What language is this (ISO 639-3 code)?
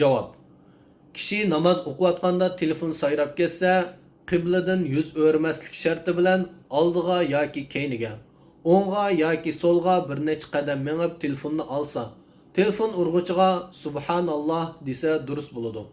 uig